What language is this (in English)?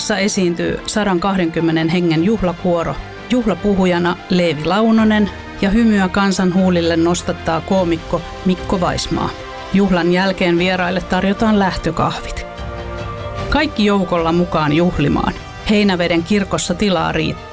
Finnish